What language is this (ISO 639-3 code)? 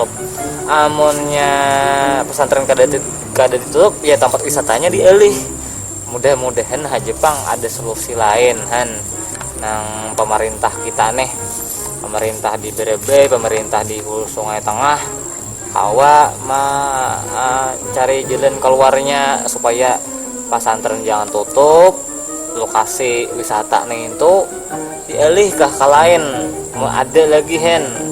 bjn